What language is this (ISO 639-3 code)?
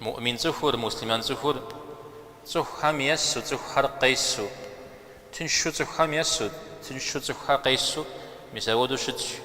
kbd